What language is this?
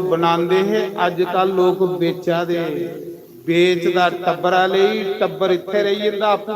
Dogri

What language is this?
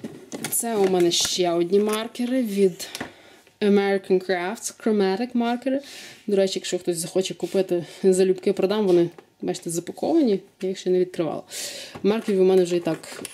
Ukrainian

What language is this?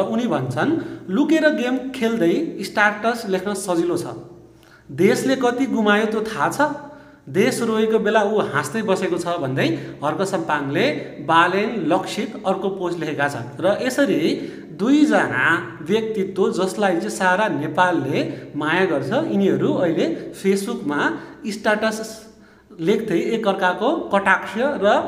Nepali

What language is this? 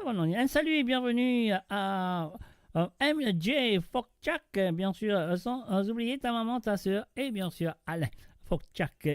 Morisyen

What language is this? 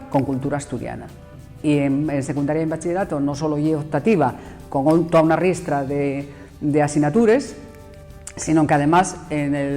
Asturian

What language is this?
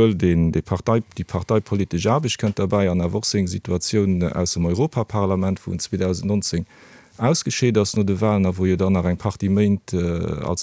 Luxembourgish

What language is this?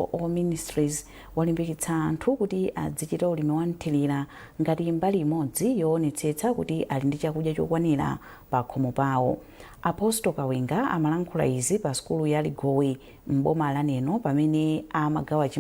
Nyanja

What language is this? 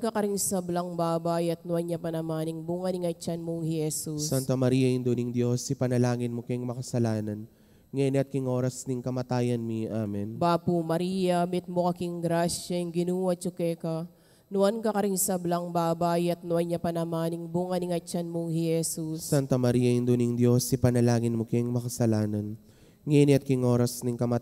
Pampanga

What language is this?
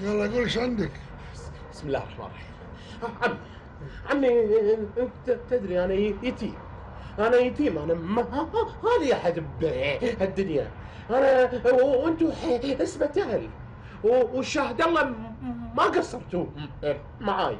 Gulf Arabic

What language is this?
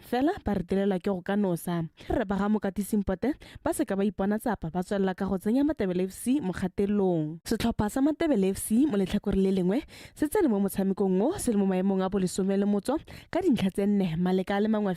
Tswana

